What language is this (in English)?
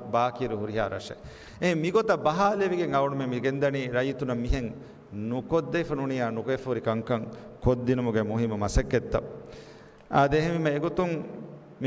Divehi